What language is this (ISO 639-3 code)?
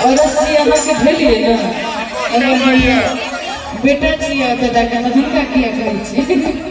mai